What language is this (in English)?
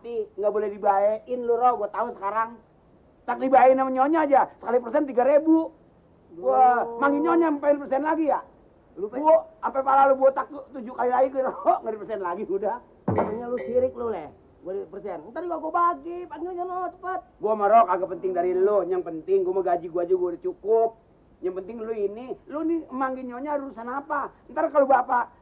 Betawi